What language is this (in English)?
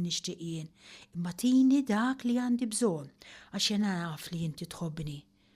Maltese